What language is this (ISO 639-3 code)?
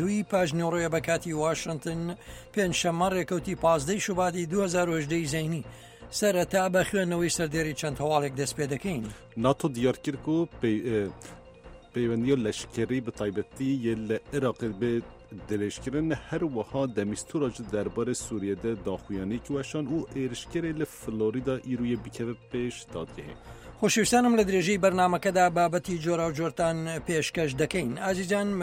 ckb